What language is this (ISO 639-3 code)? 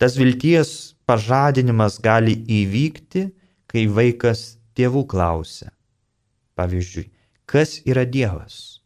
lit